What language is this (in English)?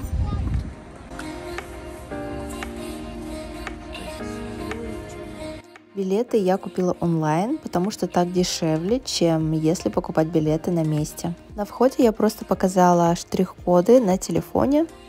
Russian